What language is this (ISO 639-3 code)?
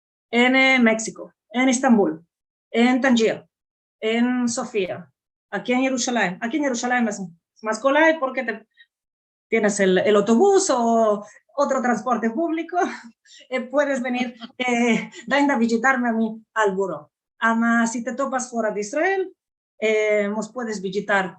lad